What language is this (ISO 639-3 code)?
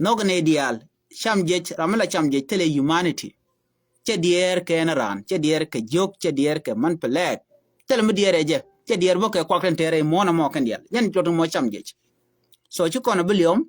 nus